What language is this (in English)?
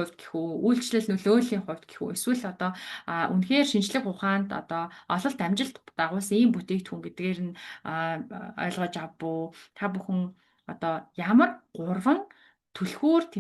Mongolian